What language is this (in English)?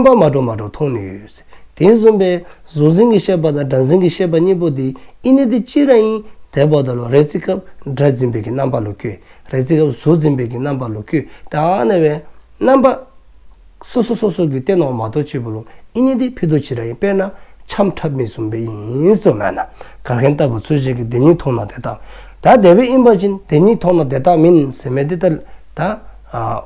Dzongkha